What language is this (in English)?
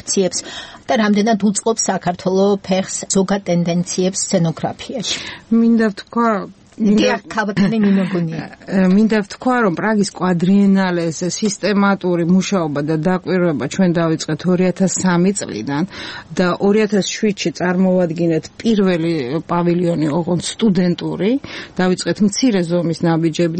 Georgian